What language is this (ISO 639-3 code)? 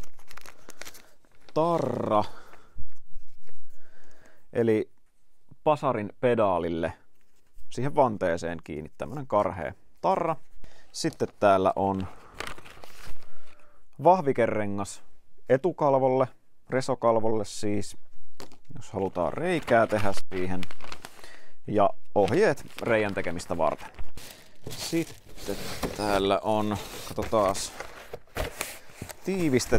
fin